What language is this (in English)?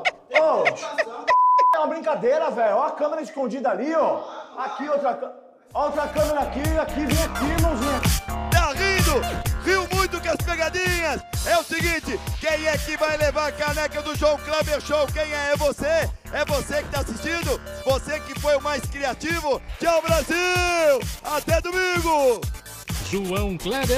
Portuguese